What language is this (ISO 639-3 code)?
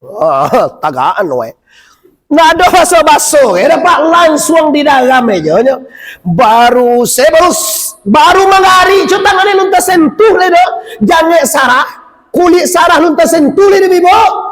min